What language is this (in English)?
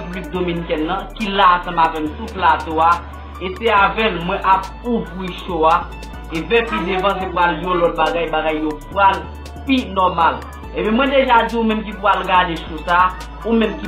Haitian Creole